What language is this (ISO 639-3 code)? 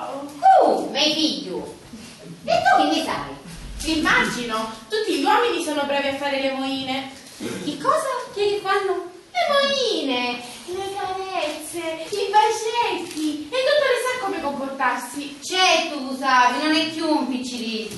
scn